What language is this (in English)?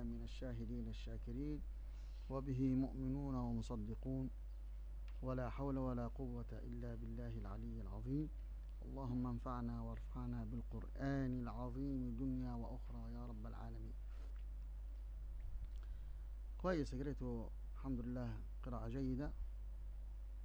Arabic